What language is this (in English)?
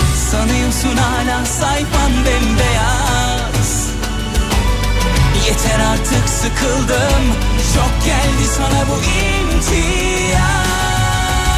Turkish